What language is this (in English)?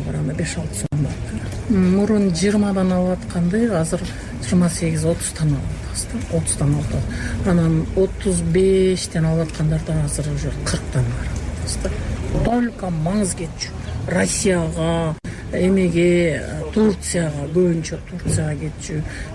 Kyrgyz